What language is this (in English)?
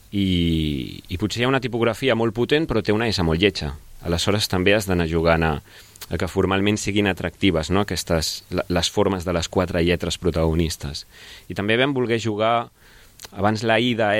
Catalan